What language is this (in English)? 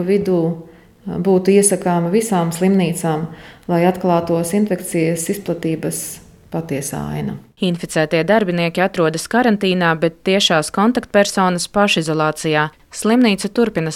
Latvian